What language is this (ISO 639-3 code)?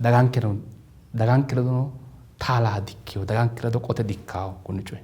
sid